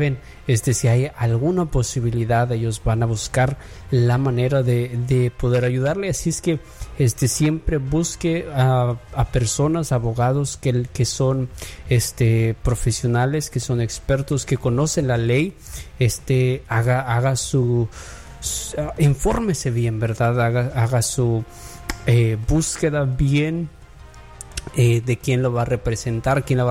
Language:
Spanish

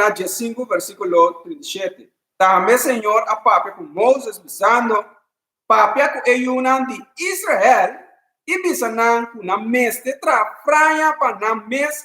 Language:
Papiamento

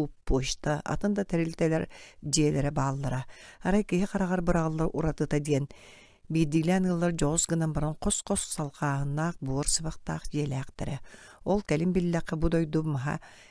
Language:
Yakut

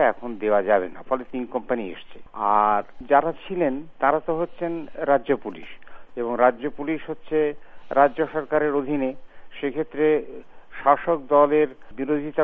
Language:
Bangla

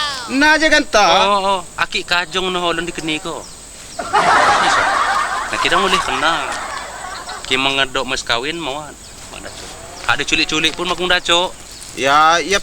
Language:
Lampung Api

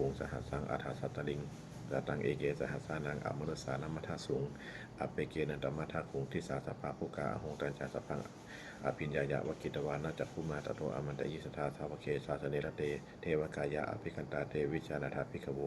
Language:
Pali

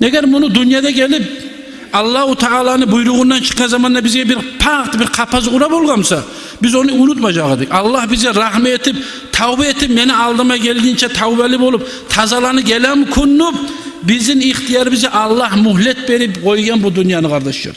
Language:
Kumyk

